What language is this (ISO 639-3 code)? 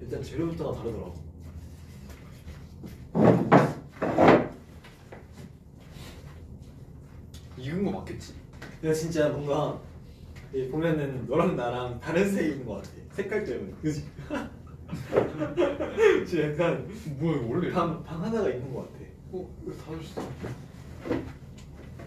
kor